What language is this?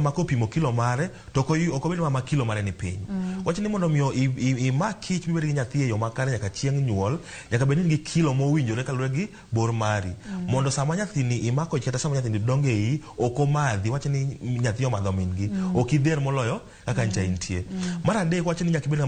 Luo (Kenya and Tanzania)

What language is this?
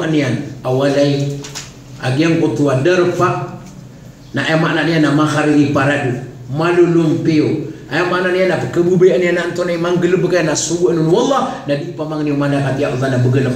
Maranao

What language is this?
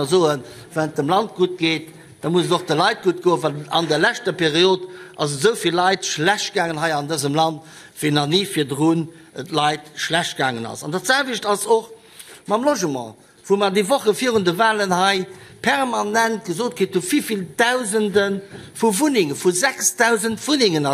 Luxembourgish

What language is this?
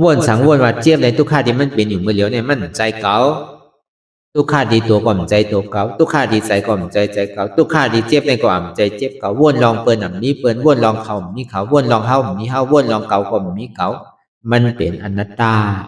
Shan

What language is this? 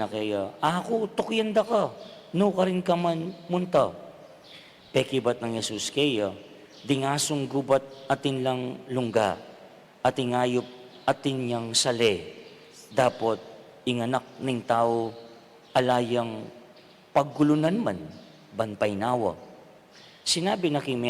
Pampanga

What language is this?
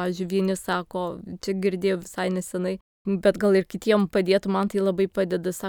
Lithuanian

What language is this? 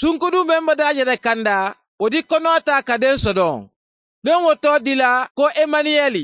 Bambara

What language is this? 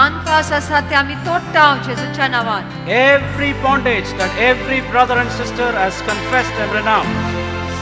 Konkani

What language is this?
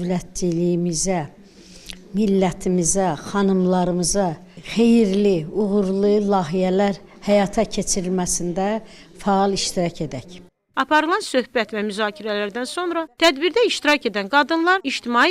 Azerbaijani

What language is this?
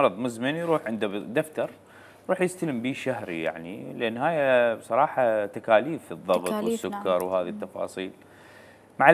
Mesopotamian Arabic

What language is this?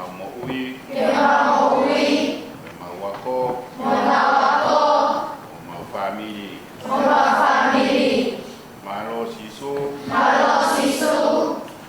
Tongan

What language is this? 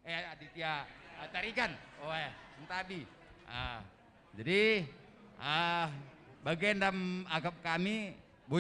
Batak Karo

